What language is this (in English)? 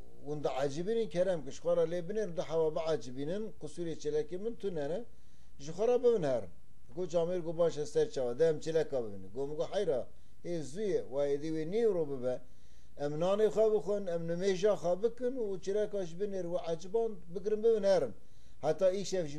Kurdish